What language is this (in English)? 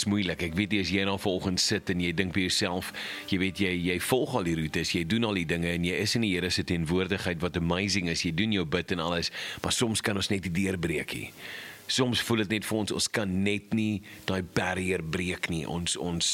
Afrikaans